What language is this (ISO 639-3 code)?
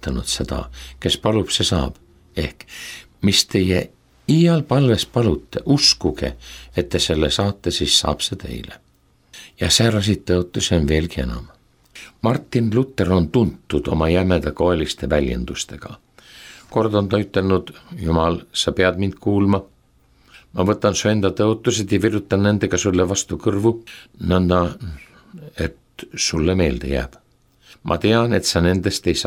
est